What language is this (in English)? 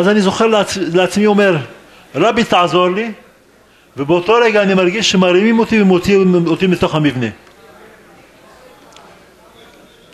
Hebrew